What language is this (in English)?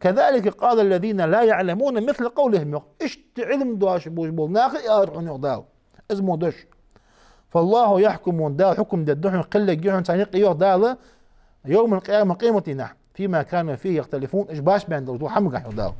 Ingush